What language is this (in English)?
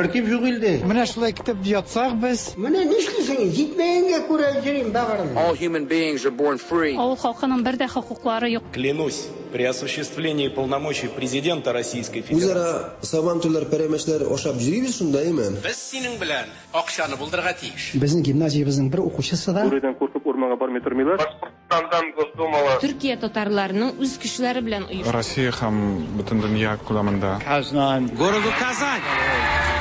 Tatar